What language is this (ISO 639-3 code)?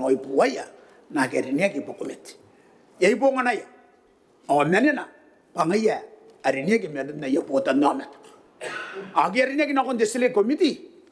gil